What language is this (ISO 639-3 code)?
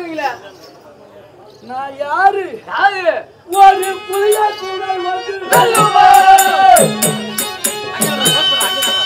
tam